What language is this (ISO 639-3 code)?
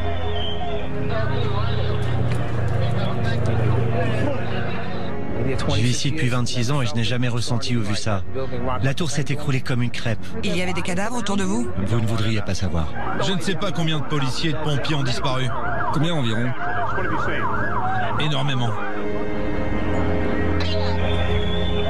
fra